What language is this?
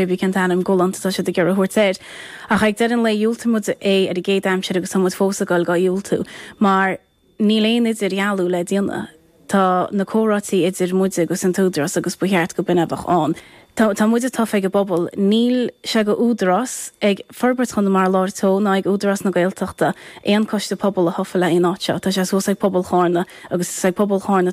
Irish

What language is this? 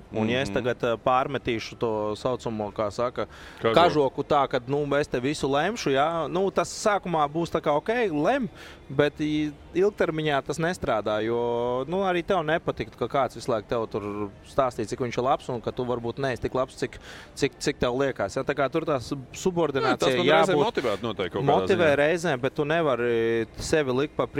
Latvian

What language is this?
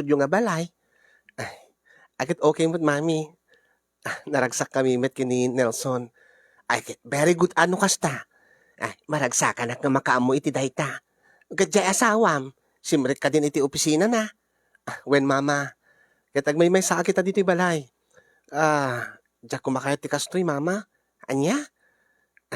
Iloko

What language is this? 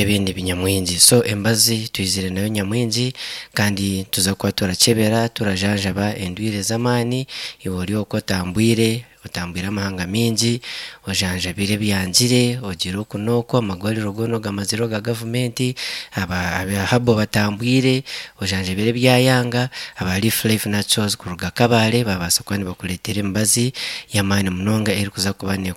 Nyankole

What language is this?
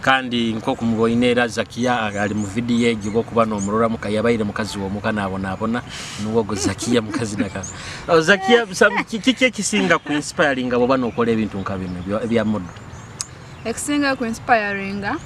Nyoro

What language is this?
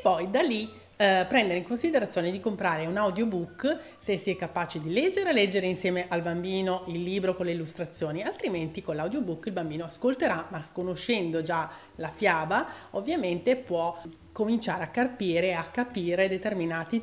Italian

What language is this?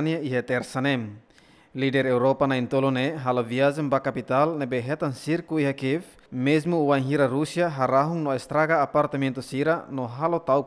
Tetum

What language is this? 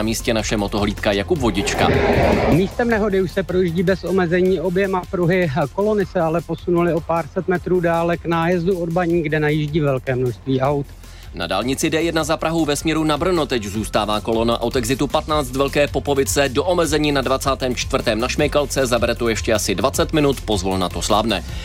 Czech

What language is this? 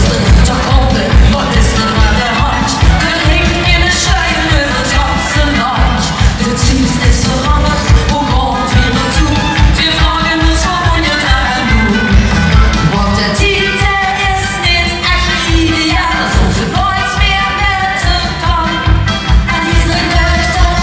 Limburgish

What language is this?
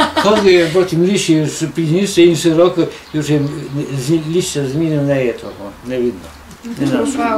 Rusyn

